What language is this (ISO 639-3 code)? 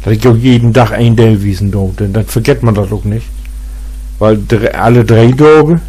nds